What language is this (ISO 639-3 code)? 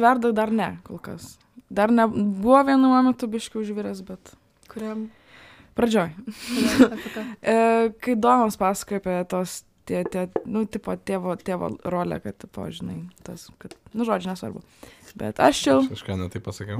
lit